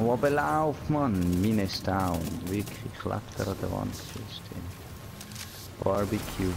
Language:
Swiss German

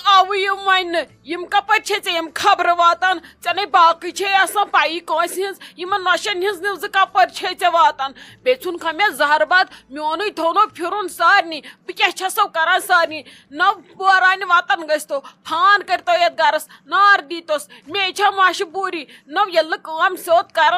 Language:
Kashmiri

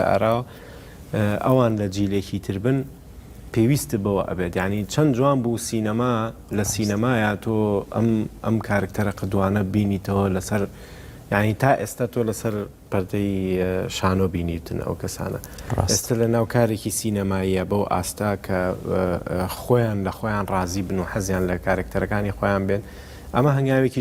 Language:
Central Kurdish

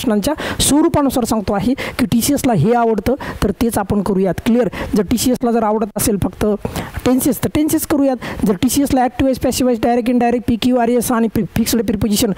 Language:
Marathi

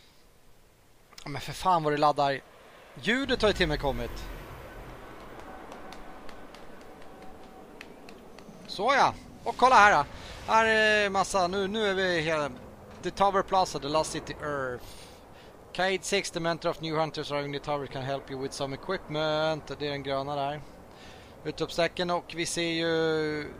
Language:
Swedish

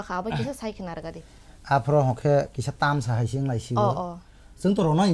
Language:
Kok Borok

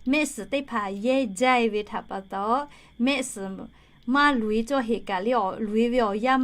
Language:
Lahu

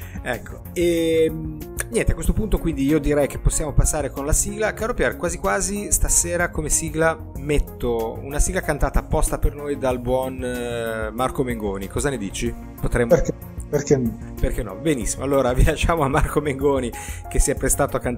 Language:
Italian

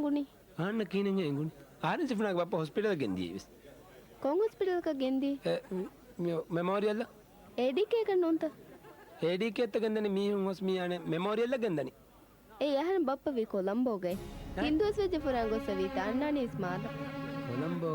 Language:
Divehi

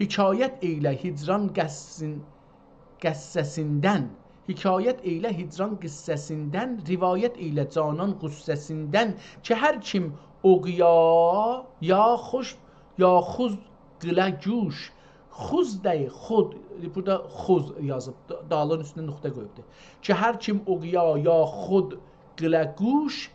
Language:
South Azerbaijani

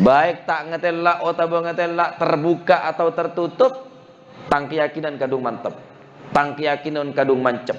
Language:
Madurese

